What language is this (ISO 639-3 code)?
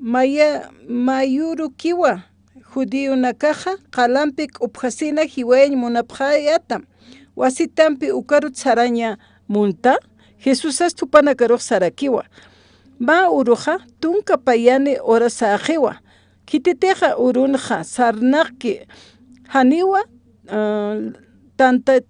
aym